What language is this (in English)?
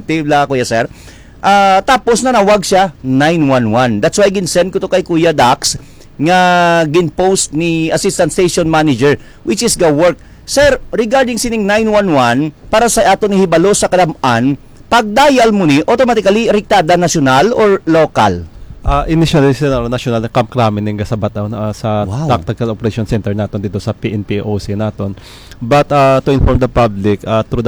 Hiligaynon